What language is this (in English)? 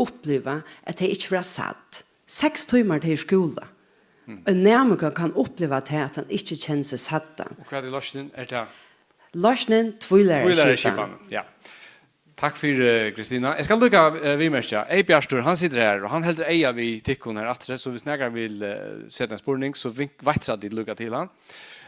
Faroese